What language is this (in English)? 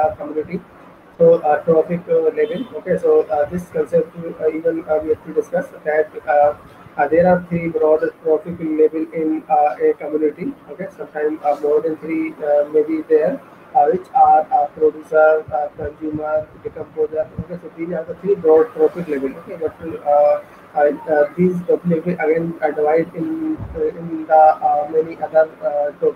English